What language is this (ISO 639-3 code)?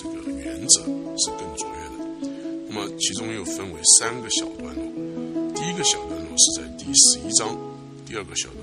zho